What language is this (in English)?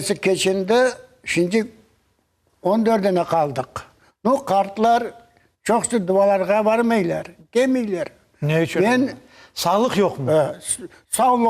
Crimean Tatar